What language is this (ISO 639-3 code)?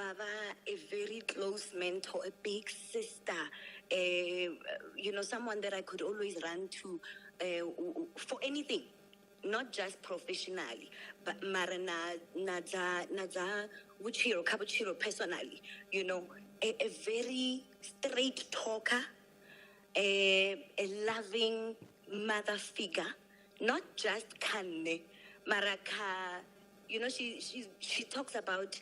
ven